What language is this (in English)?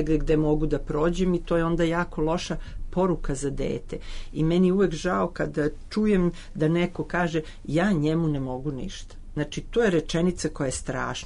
Serbian